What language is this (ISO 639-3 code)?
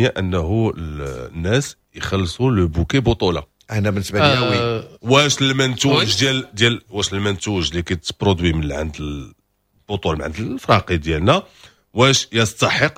ary